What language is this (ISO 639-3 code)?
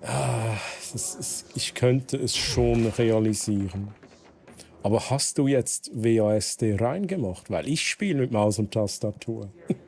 gsw